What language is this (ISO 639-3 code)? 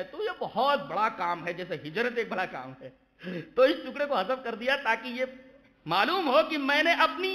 urd